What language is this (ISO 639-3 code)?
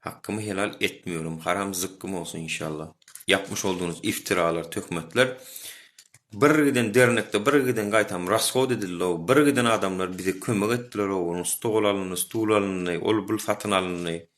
tuk